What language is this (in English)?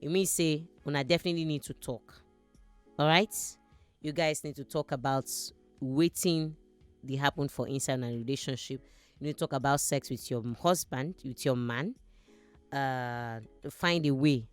Nigerian Pidgin